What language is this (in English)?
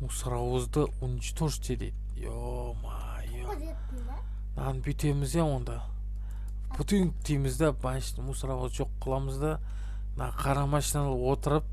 Kazakh